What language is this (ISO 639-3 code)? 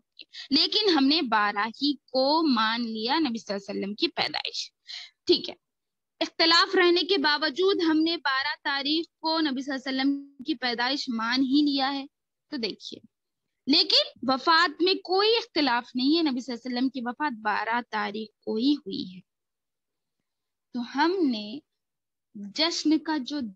urd